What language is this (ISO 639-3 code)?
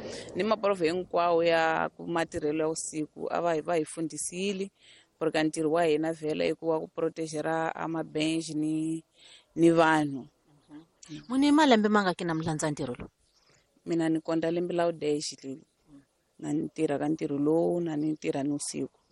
tso